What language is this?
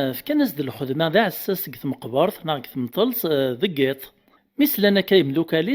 Kabyle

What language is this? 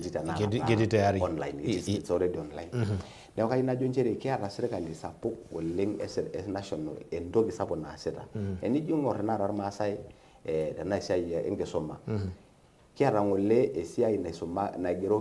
Masai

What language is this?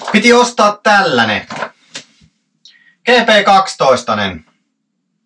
Finnish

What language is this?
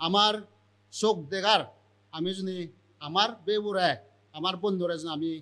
Chakma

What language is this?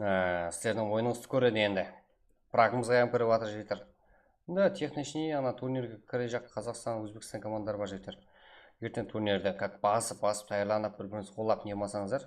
Kara-Kalpak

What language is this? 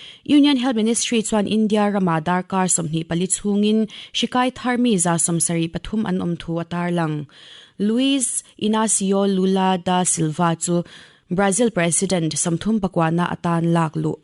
Mizo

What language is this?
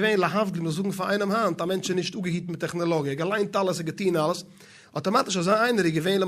Yiddish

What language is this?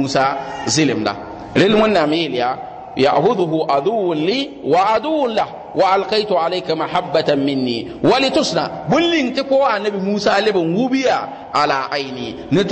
Mossi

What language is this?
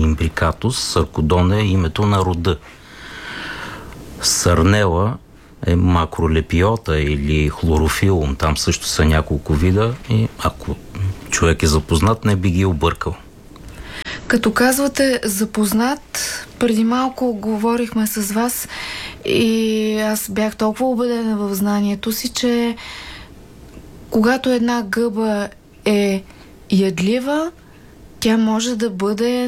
Bulgarian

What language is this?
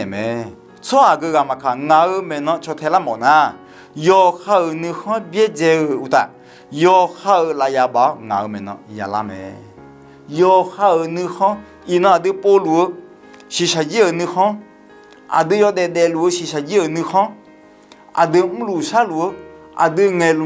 Akha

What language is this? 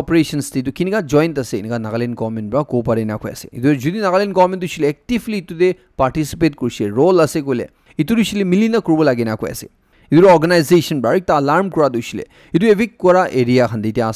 Naga Pidgin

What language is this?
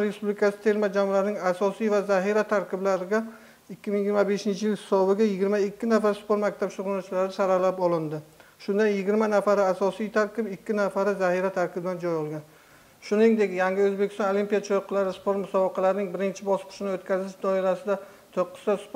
Uzbek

